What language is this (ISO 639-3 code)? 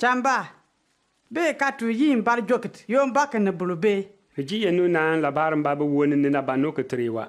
bim